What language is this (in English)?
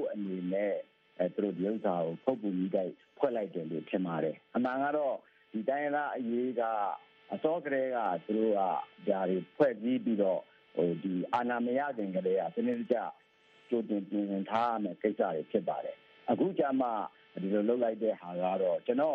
Burmese